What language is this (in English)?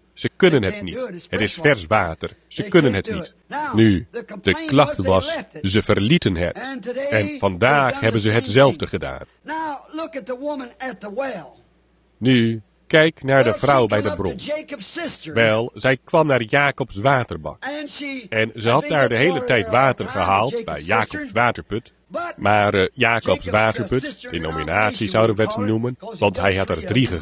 Dutch